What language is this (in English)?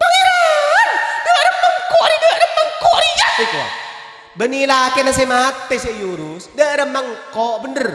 Madurese